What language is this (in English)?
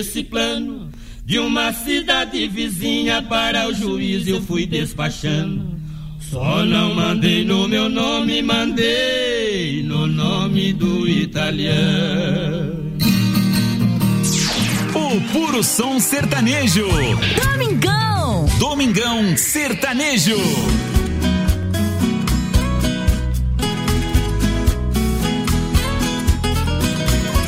Portuguese